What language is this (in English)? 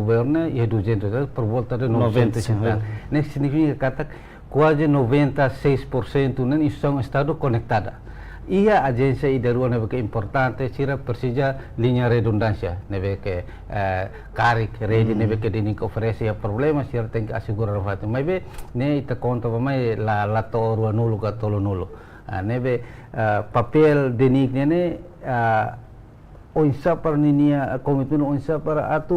Tetum